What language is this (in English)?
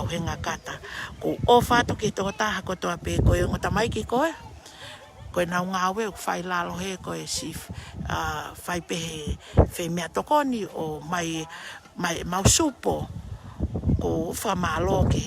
Tongan